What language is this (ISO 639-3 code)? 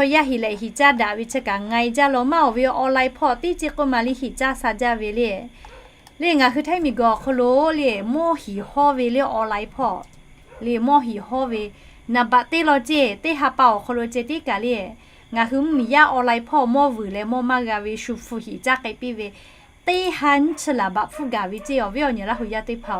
lhu